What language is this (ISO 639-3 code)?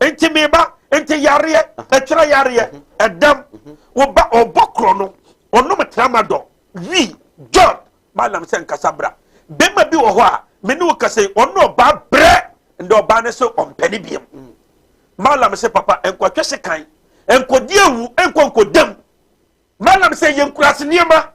aka